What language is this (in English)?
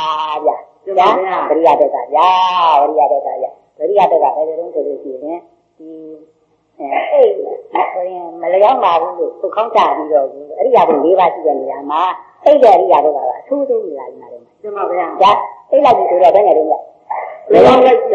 Burmese